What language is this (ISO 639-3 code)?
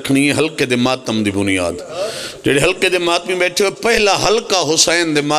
phr